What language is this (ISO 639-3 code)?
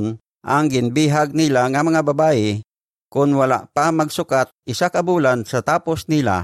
hil